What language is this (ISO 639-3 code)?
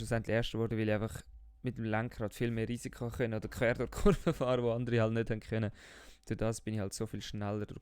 gsw